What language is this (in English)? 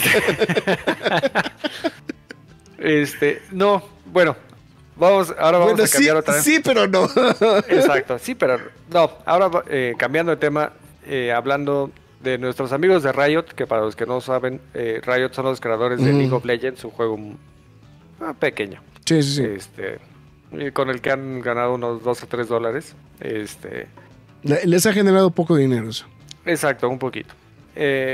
Spanish